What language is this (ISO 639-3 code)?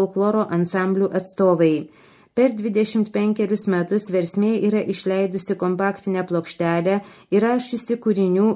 lit